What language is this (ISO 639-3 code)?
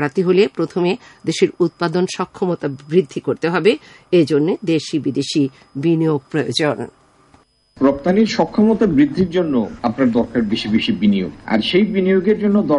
ben